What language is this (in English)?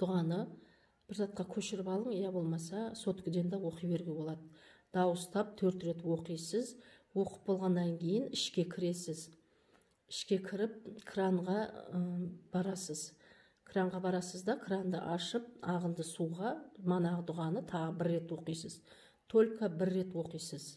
Kazakh